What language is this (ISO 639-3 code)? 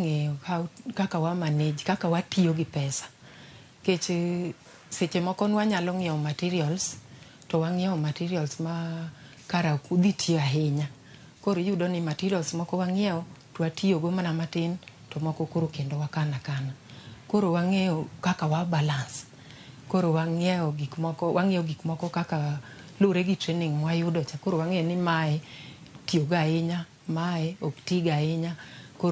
luo